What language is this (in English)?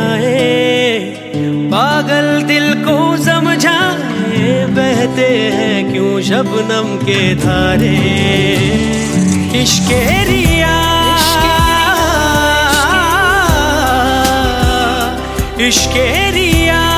Hindi